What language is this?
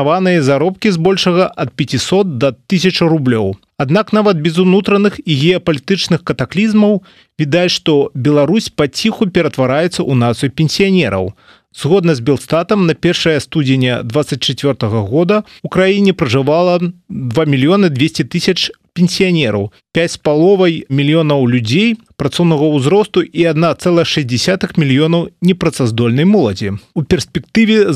Belarusian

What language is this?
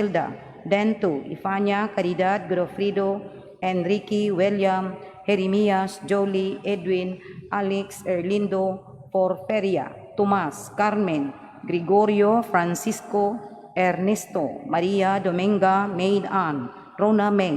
Cebuano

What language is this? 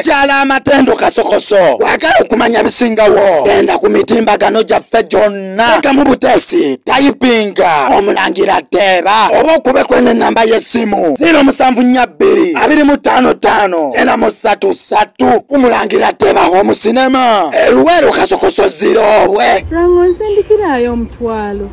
Ganda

